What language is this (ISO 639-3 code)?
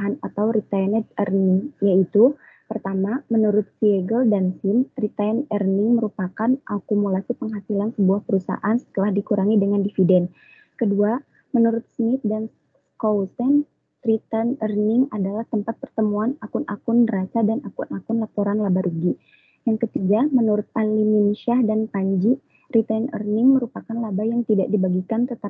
ind